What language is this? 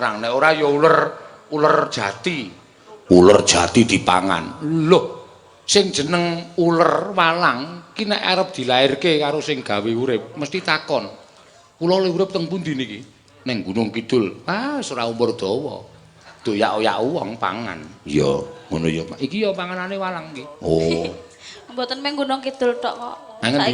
Javanese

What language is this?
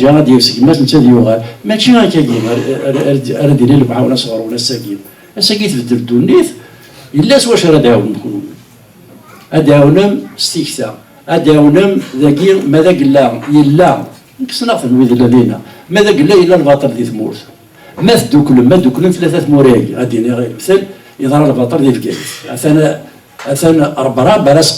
Kabyle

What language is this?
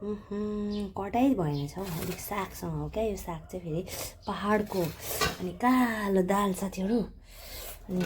Nepali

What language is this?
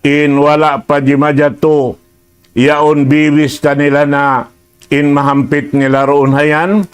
Tausug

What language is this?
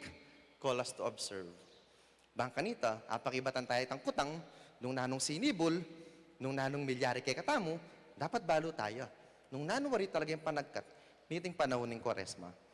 Pampanga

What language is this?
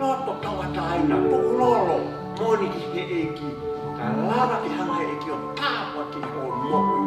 Tongan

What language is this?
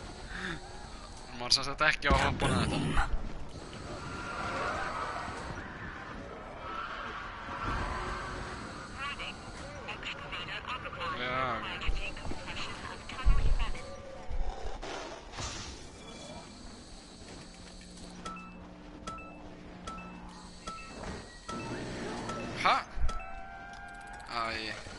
Icelandic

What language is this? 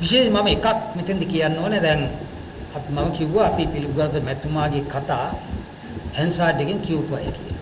Sinhala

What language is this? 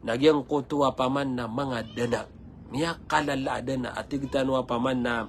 Maranao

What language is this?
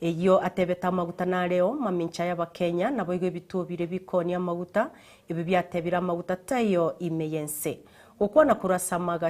Gusii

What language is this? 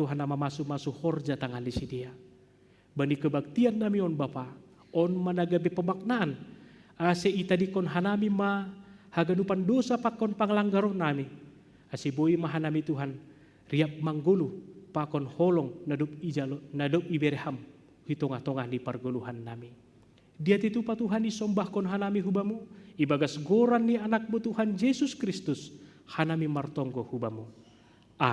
Batak Simalungun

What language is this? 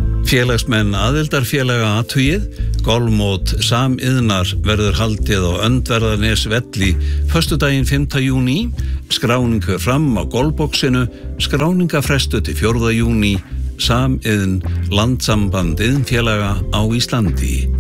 Icelandic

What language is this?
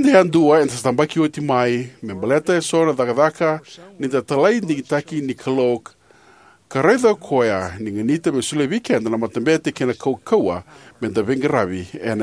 Fijian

